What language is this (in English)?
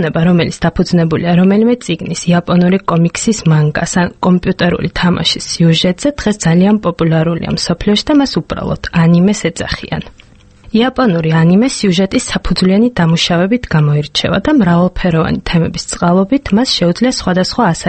Georgian